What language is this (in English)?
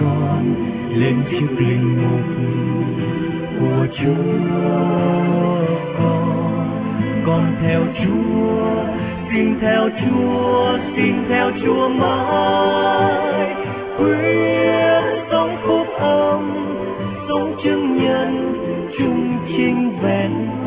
Vietnamese